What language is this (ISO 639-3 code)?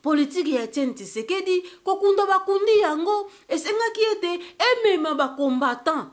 lin